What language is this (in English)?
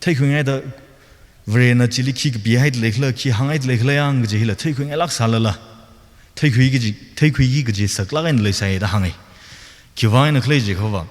Tangkhul Naga (India)